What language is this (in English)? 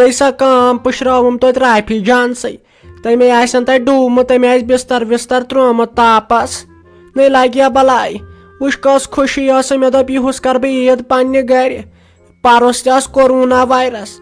Kashmiri